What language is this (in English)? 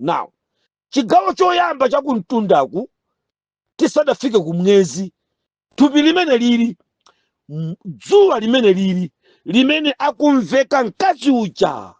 Nyanja